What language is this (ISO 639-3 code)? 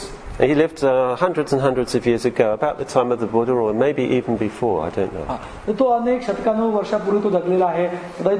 mar